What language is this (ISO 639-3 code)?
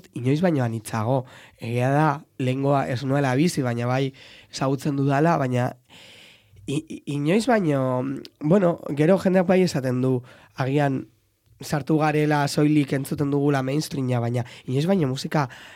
eus